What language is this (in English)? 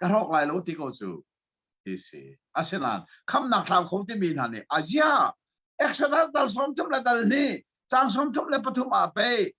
Hakha Chin